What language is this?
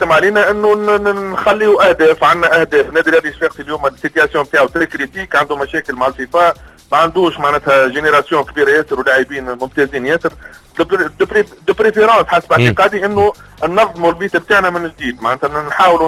Tunisian Arabic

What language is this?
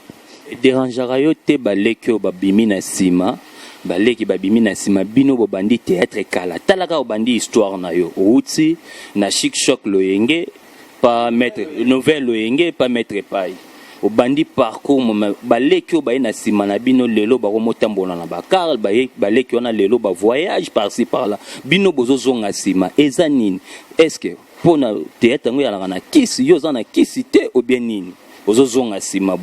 Lingala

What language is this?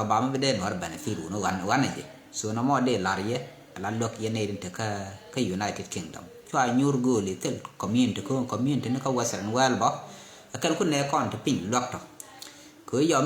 Nuer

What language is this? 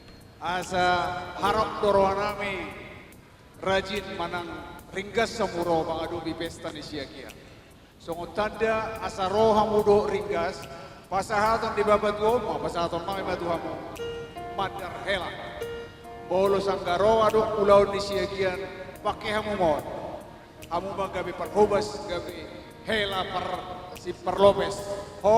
Batak Toba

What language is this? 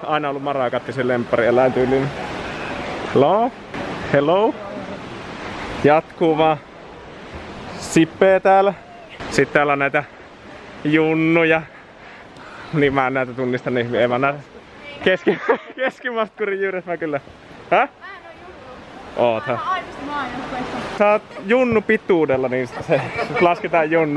Finnish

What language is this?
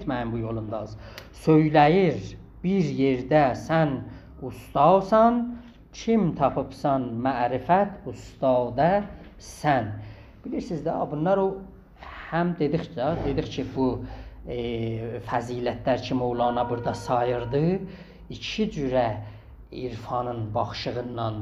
South Azerbaijani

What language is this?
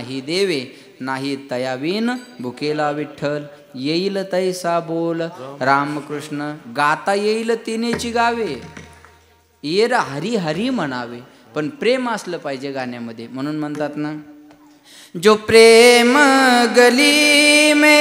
Marathi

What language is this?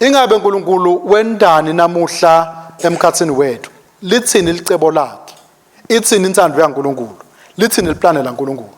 Swati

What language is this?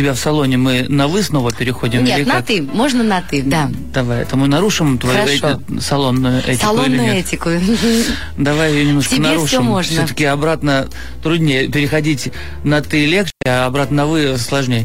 Russian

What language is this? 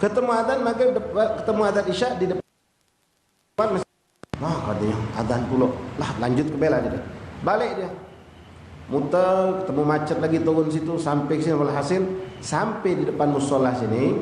Musi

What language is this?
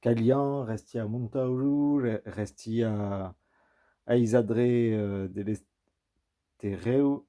Occitan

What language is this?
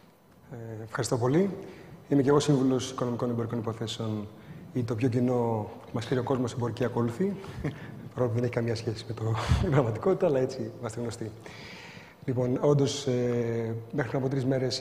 Greek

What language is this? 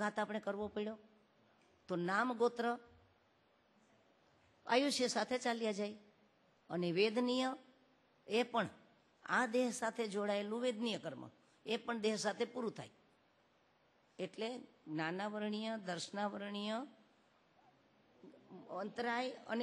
Gujarati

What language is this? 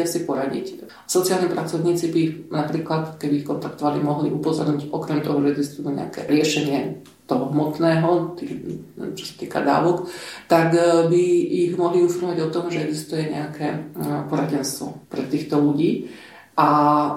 Slovak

